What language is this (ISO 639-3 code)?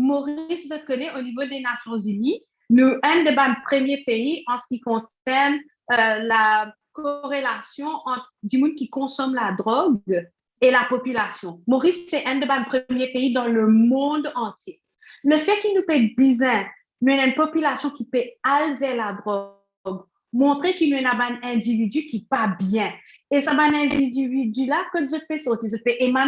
mfe